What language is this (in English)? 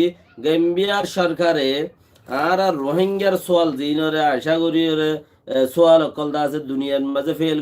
Rohingya